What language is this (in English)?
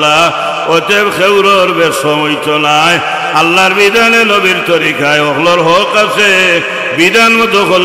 Sylheti